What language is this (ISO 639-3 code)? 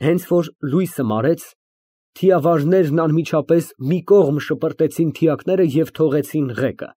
hye